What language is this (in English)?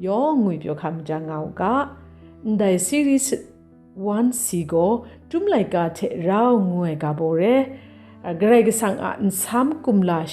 Kachin